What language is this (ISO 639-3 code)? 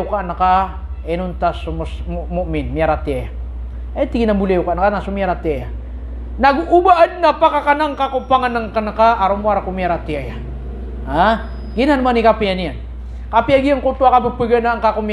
mrw